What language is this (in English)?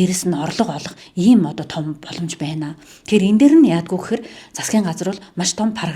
Mongolian